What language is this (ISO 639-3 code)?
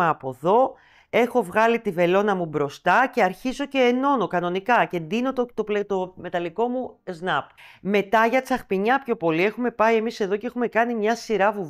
ell